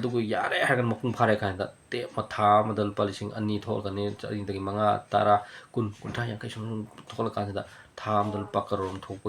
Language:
Manipuri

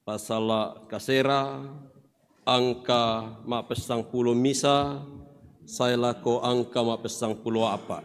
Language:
Toraja-Sa'dan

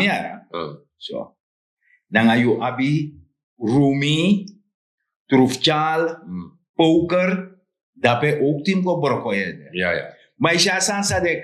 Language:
Sranan Tongo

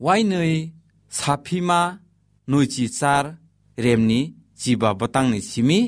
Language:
Kok Borok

